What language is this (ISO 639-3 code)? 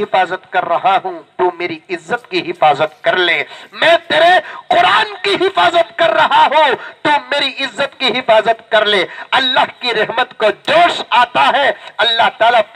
urd